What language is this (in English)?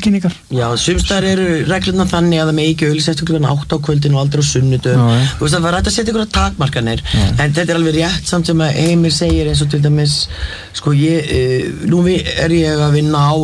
Icelandic